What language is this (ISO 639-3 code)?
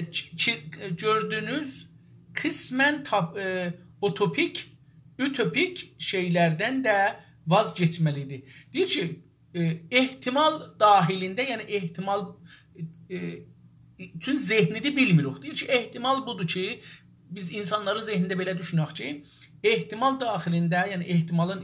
azb